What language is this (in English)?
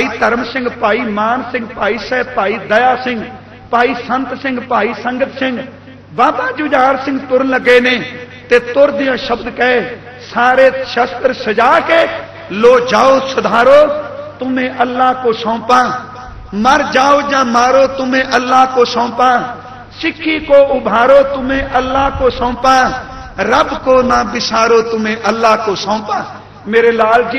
Punjabi